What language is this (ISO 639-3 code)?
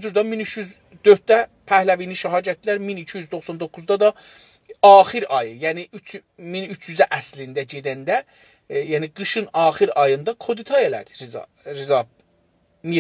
azb